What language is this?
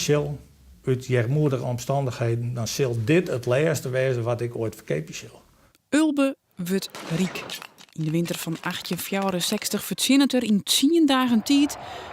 Western Frisian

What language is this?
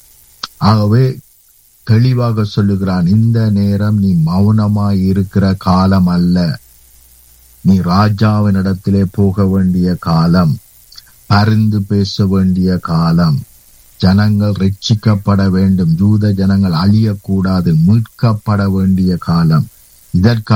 Tamil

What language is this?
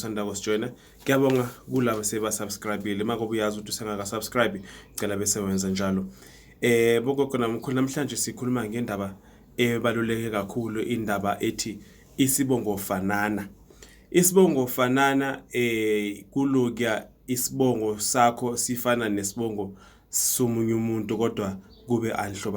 Zulu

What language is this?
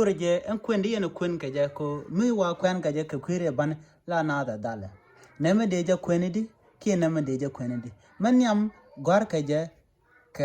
Nuer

